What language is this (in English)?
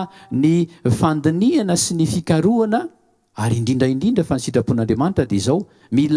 Malagasy